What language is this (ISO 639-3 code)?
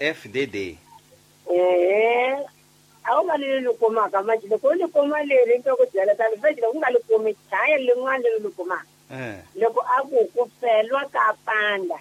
tso